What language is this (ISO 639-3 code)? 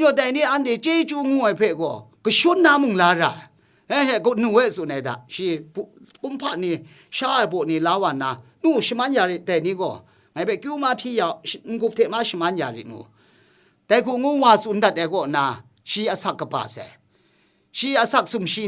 kac